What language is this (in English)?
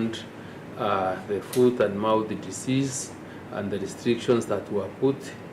Kamba